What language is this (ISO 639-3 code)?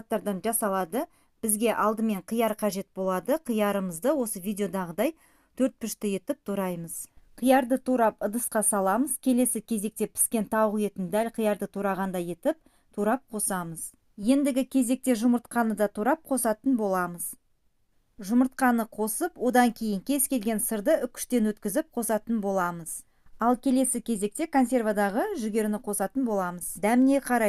kaz